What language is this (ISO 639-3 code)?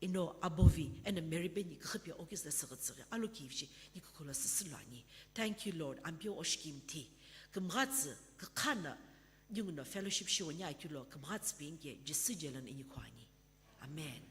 nsm